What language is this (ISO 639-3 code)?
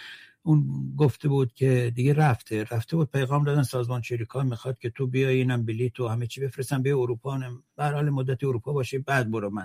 fas